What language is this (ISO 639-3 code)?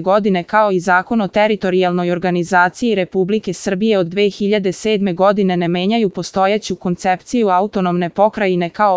srp